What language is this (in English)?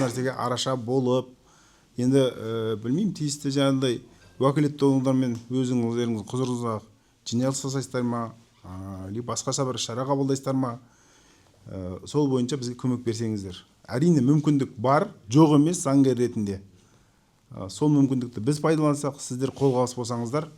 Kazakh